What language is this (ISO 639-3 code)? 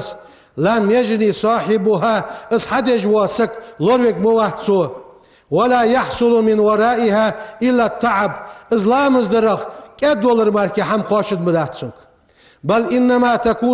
inh